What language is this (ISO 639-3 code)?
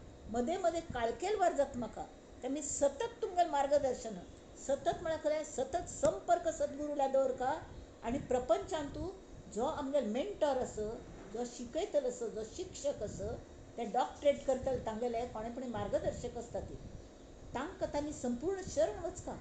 kok